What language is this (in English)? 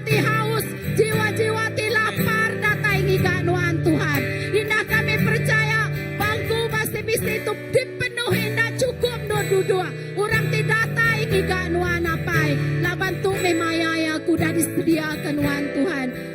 Iban